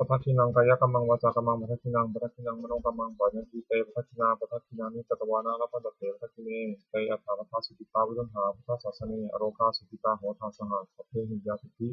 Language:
Pali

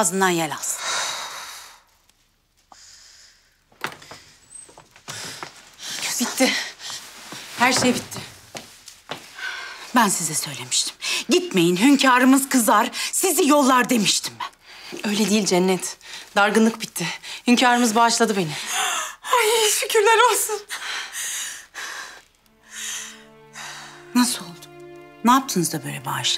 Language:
Turkish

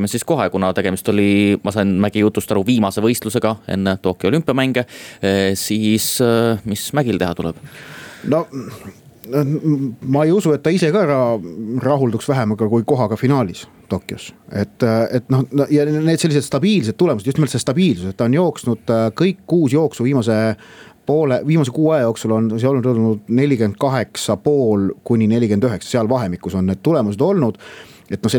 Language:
Estonian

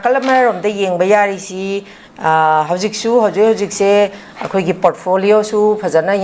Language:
Manipuri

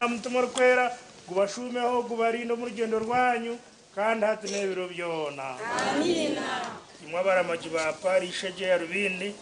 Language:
Nyankole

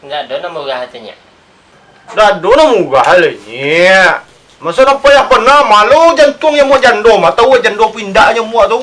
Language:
Minangkabau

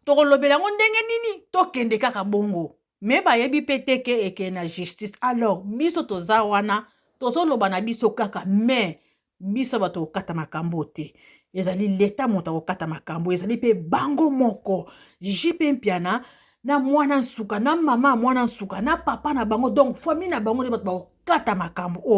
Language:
Lingala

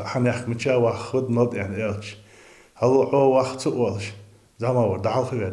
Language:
Ingush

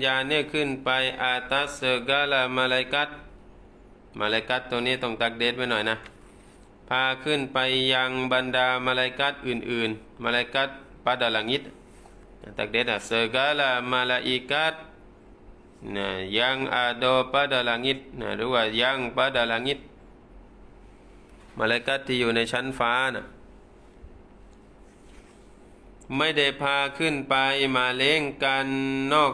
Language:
Thai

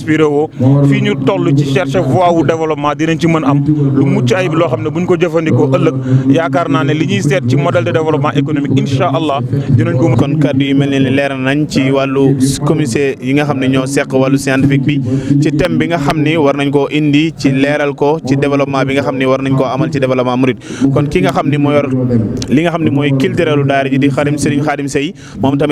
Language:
Wolof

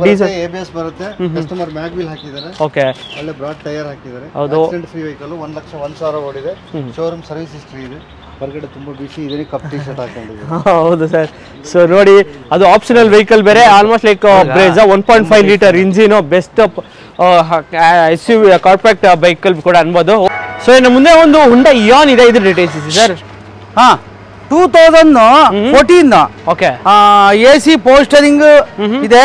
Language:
Kannada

